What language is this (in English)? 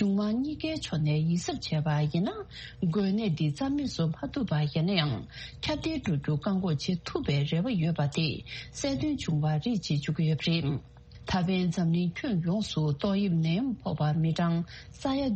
Tibetan